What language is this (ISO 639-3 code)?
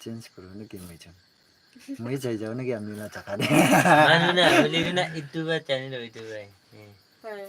nag